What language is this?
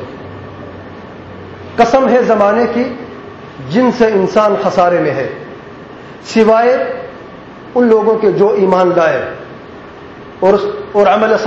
Urdu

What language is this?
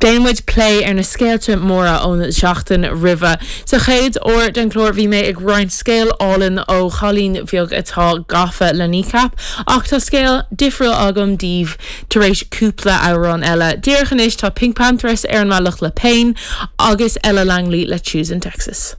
Irish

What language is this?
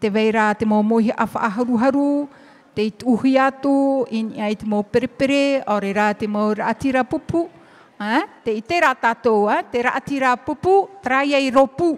Tahitian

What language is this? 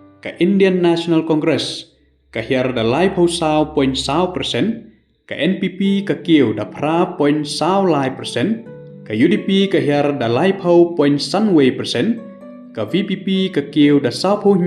Khasi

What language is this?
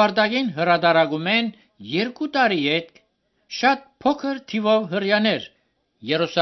Armenian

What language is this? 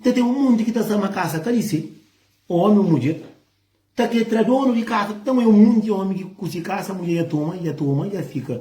Kabuverdianu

